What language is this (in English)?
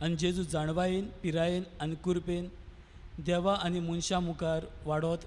Konkani